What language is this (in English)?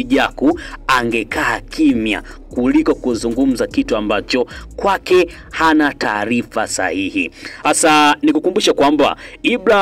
Swahili